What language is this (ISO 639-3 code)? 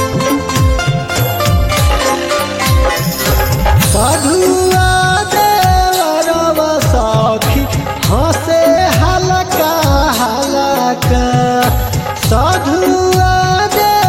bho